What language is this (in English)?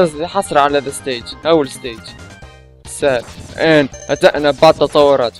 Arabic